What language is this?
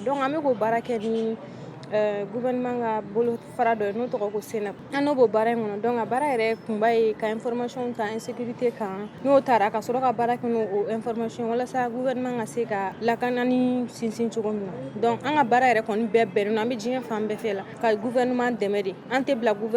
Bambara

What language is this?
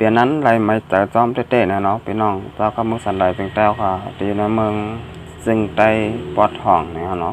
Shan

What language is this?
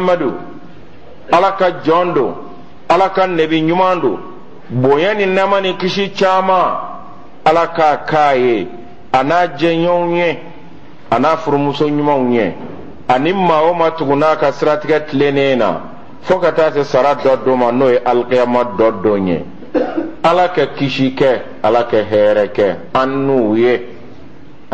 Bambara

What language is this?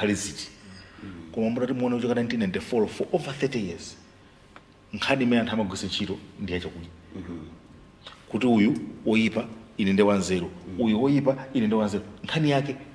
Nyanja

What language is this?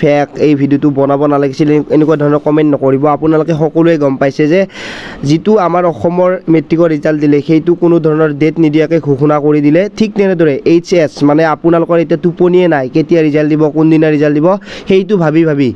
Assamese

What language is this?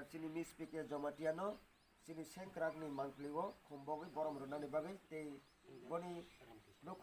Kok Borok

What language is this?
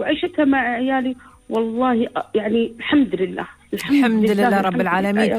Gulf Arabic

